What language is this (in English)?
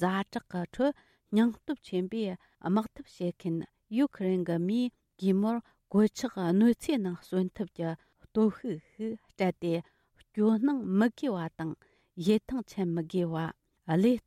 Tibetan